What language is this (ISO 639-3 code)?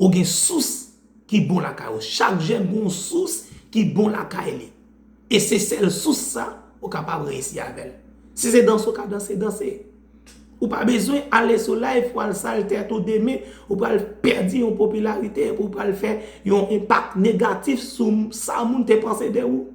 hat